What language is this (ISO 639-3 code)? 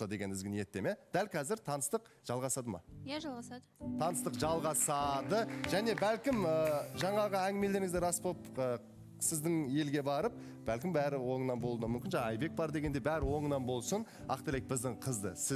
kaz